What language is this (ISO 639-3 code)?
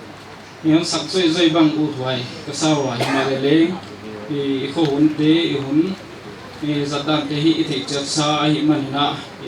pck